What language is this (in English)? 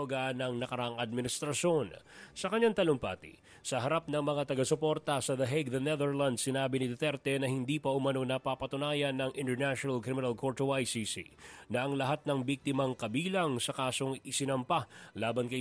Filipino